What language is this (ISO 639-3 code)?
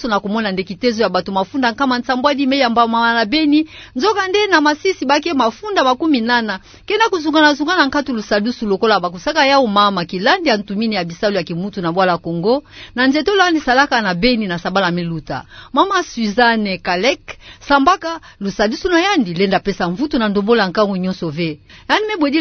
ktu